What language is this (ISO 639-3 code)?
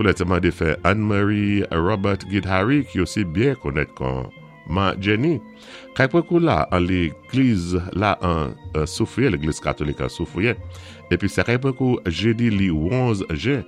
acf